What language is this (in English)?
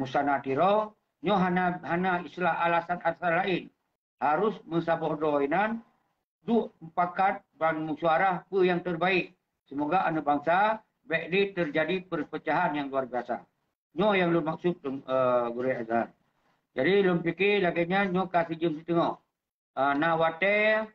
Achinese